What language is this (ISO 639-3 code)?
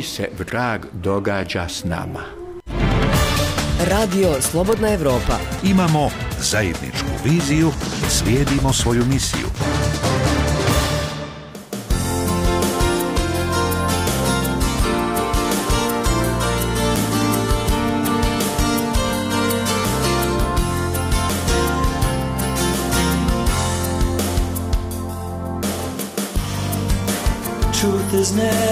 bos